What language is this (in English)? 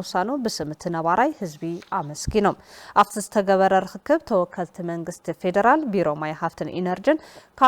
Tigrinya